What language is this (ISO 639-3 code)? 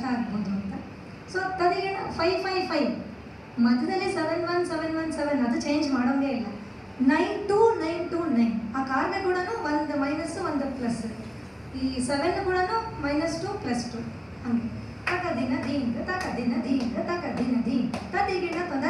kan